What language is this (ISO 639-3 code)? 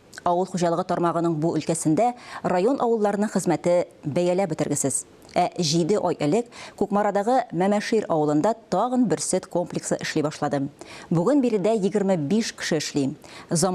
tat